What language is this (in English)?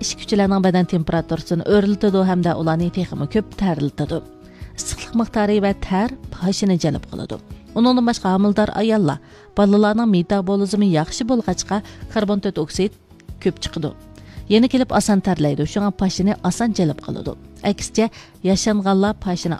Uyghur